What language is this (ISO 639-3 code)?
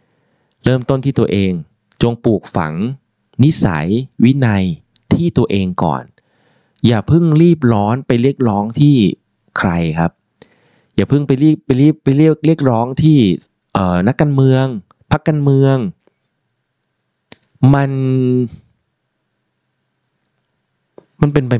tha